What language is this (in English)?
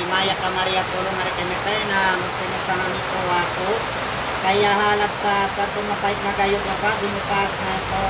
Waray